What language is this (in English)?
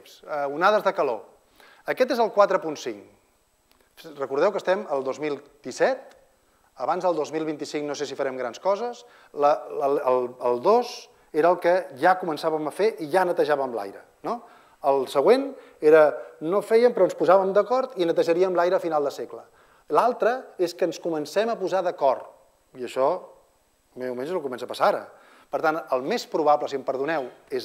Catalan